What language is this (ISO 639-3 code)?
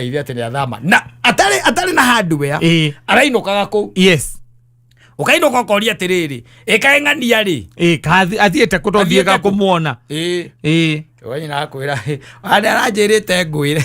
kik